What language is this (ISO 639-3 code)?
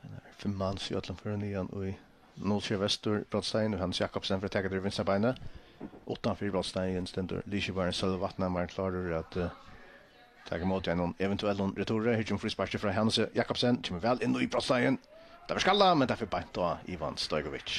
fao